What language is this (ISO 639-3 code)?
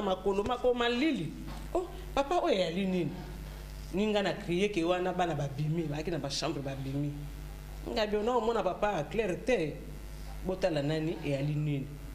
lin